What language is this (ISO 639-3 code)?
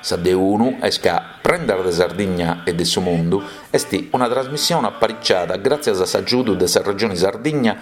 srd